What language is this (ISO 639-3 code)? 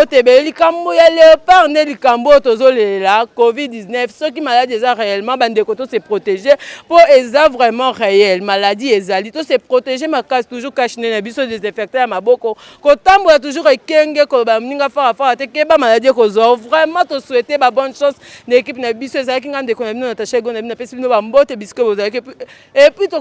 lin